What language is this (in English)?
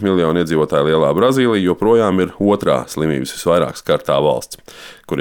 Latvian